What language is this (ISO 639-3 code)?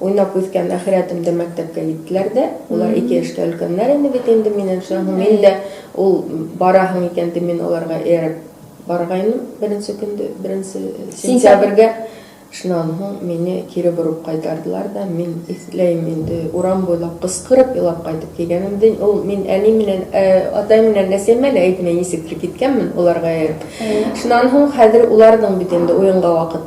bak